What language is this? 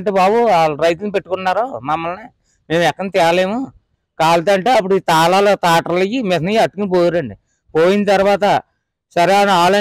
Telugu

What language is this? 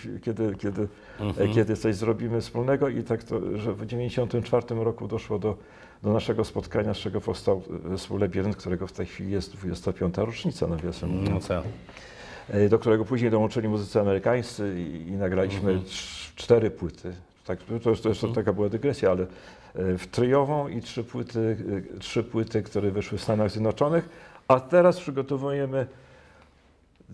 Polish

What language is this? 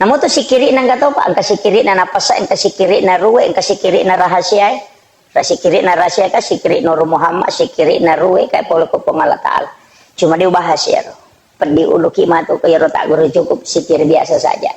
Buginese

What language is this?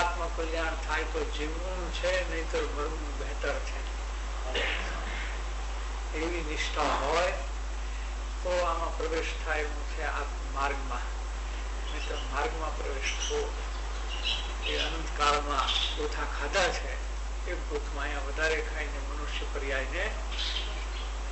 Gujarati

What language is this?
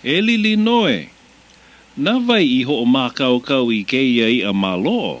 Hawaiian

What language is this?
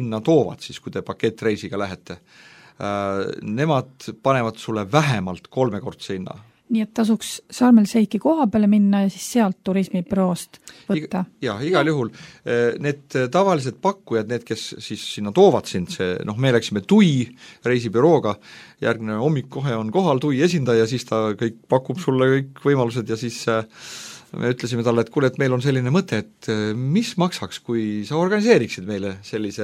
Estonian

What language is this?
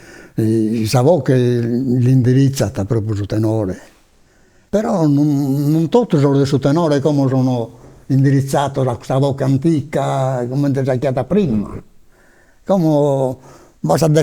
Sardinian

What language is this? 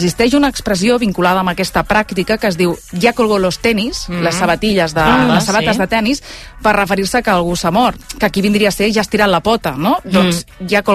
Catalan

